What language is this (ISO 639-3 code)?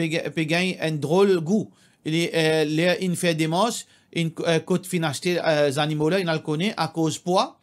mfe